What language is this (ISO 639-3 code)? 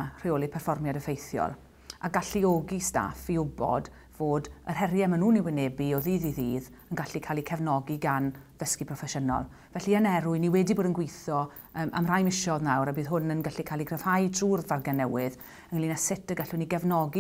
cym